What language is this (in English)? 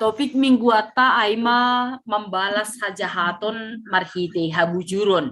Batak Simalungun